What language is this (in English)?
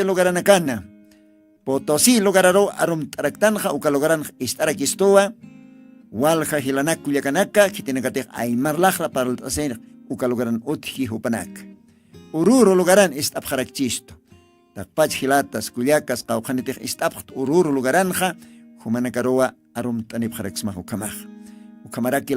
Aymara